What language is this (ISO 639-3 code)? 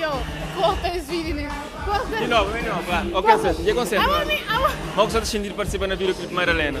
kea